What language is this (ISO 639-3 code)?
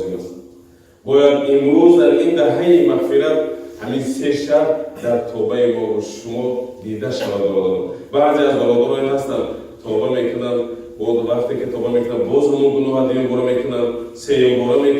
tgk